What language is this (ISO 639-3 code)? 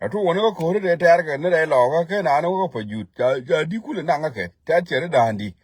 nus